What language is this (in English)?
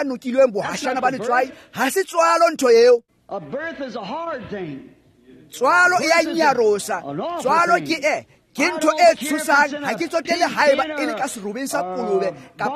Tswana